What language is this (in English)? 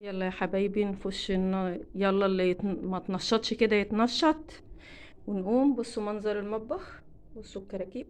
Egyptian Arabic